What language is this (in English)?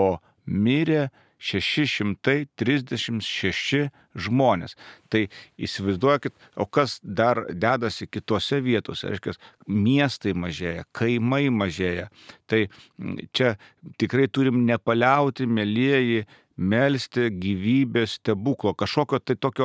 Lithuanian